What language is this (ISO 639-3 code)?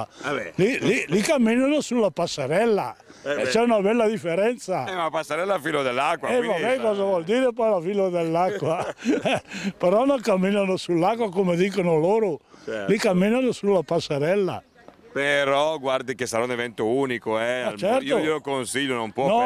ita